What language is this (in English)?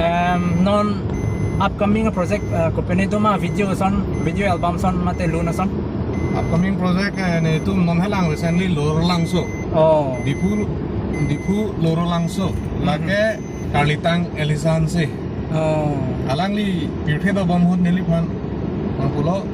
Karbi